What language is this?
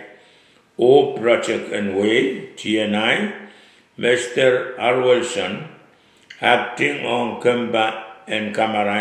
Pohnpeian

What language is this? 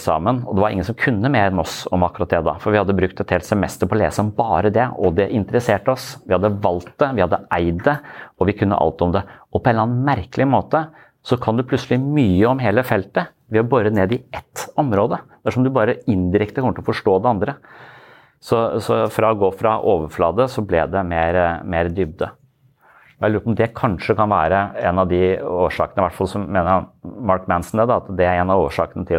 Norwegian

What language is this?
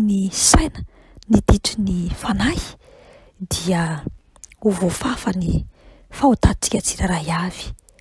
Malagasy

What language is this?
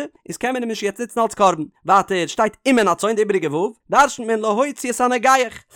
Yiddish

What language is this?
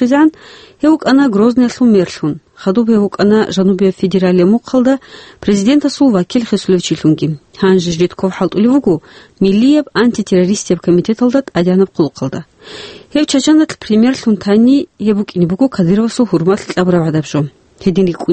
Avaric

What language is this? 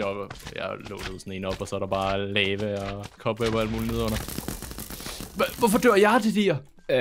Danish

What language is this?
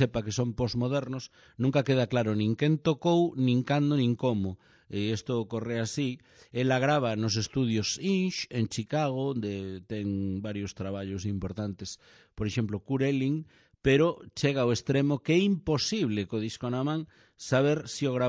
Galician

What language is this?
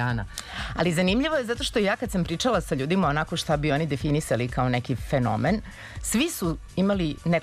Serbian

